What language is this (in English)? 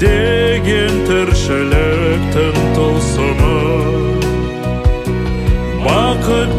Kazakh